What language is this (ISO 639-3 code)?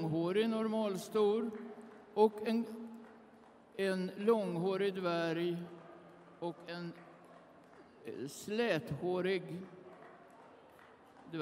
swe